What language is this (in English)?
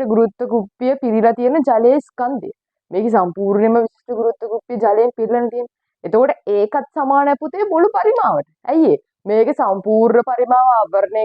Sinhala